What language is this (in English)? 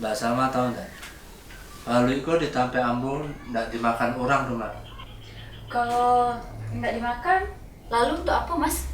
Minangkabau